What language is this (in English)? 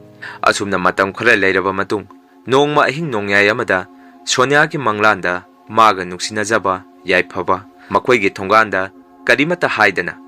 Manipuri